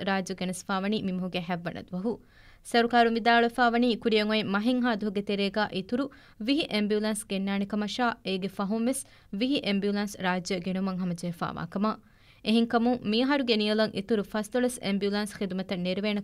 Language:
Divehi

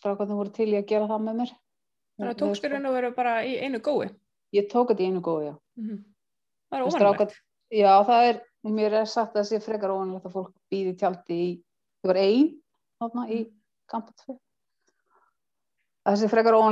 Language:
Icelandic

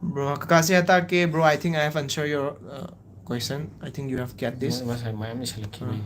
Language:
Manipuri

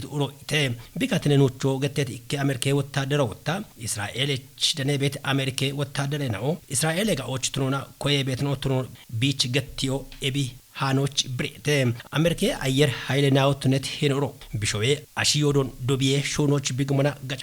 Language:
Kafa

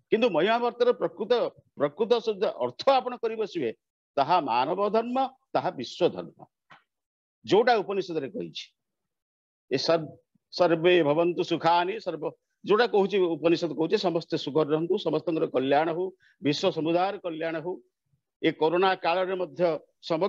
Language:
Odia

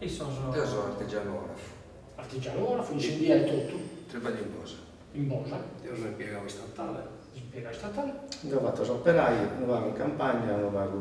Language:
Sardinian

